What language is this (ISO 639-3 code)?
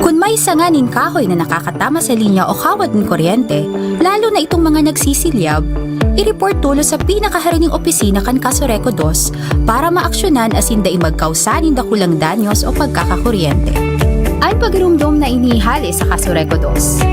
bik